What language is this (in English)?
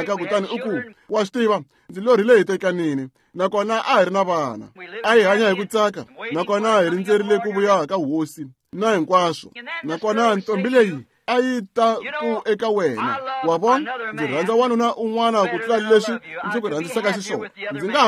Tsonga